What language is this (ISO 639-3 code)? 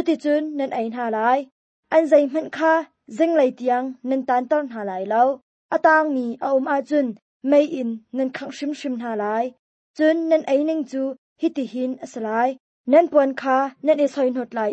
cnh